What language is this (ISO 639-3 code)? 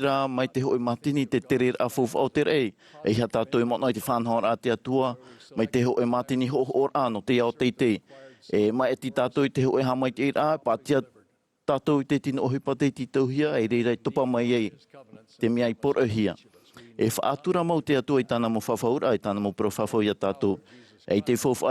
tah